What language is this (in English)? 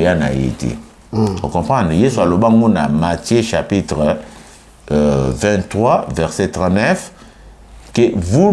Lingala